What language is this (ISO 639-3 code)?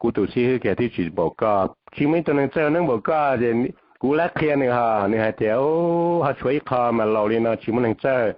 hmn